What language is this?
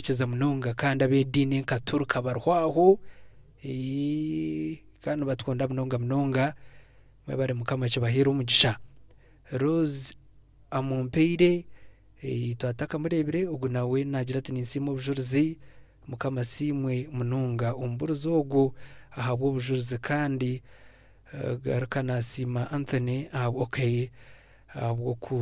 Nyankole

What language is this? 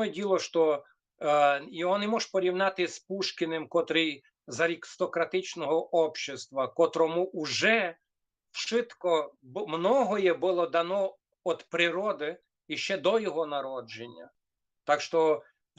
Rusyn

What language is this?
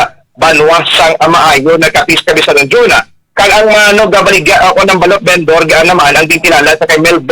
Hiligaynon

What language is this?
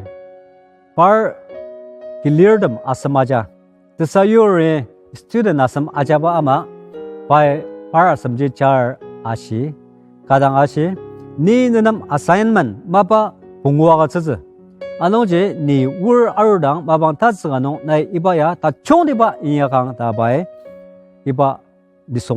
Ao Naga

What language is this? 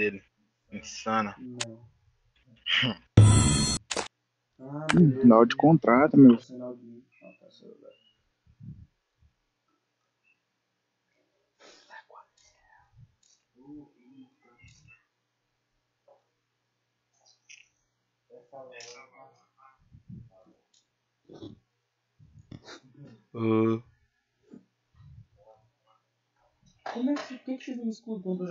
Portuguese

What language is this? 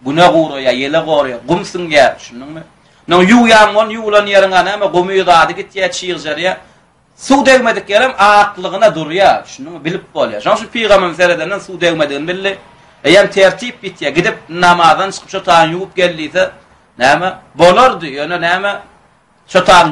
Turkmen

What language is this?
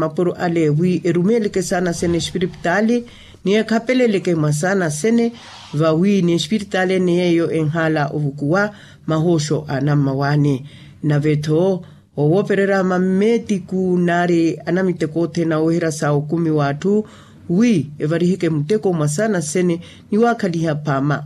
Makhuwa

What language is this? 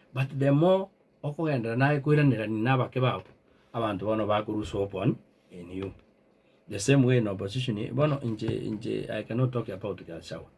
Gusii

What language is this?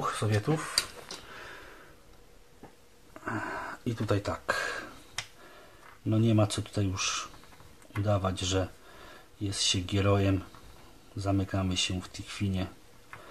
Polish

